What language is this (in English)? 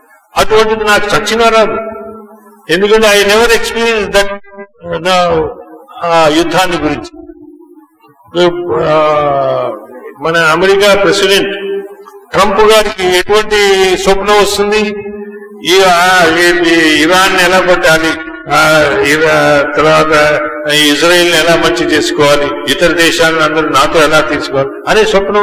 Telugu